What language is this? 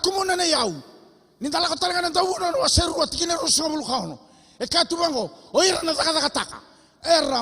Fijian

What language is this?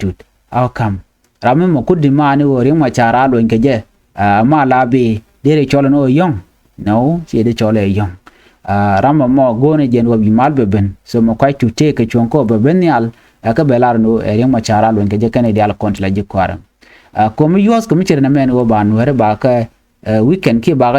Nuer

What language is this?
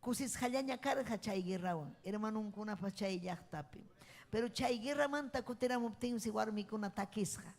Ayacucho Quechua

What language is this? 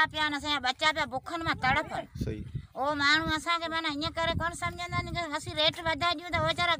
Sindhi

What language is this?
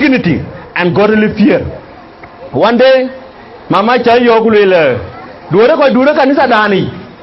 Dinka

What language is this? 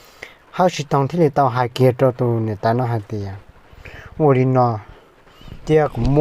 Hmong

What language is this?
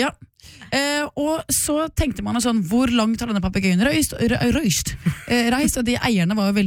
Norwegian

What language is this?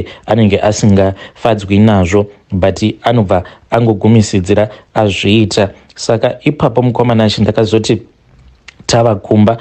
Shona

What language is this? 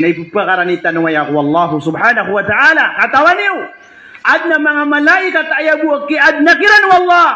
Maranao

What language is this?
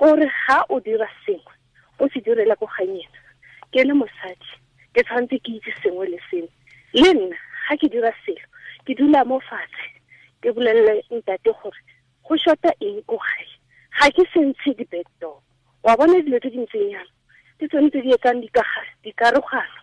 Tswana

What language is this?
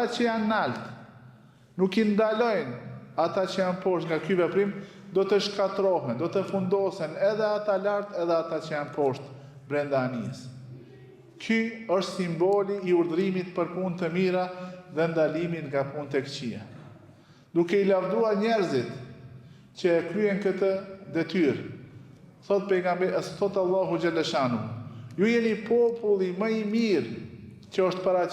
Albanian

